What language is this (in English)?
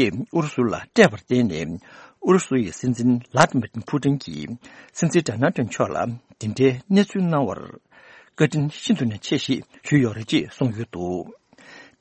Tibetan